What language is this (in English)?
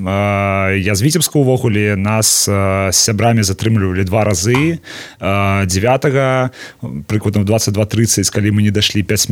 Belarusian